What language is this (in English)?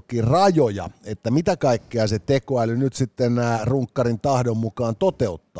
Finnish